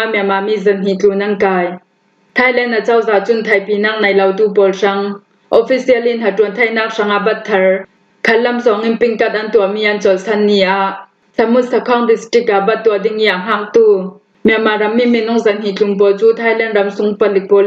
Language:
Falam Chin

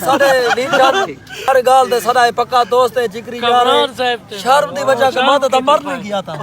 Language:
Saraiki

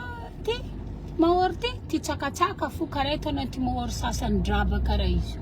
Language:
Malagasy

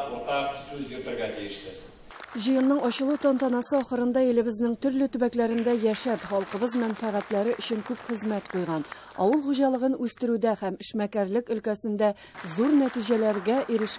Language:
Tatar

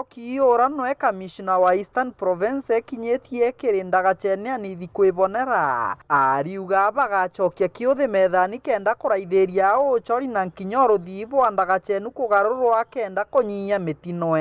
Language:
Meru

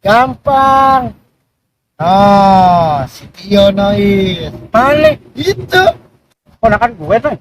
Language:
Betawi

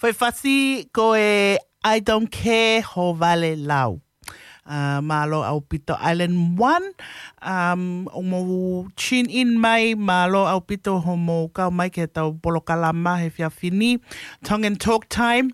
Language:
Tongan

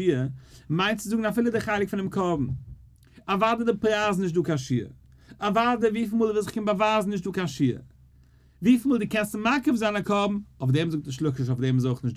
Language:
Yiddish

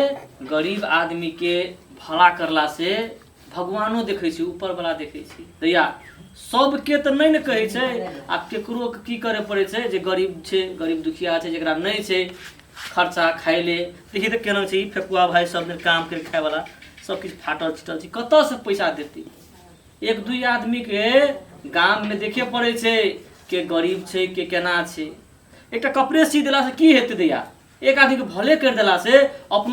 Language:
Maithili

